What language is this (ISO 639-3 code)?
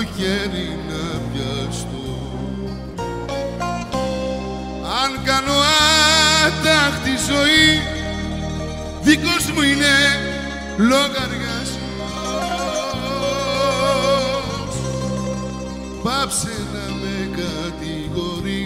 ell